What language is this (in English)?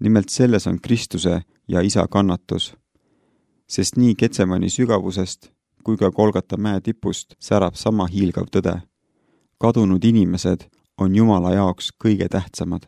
Estonian